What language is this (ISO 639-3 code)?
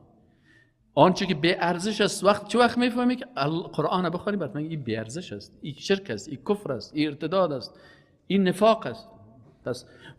fas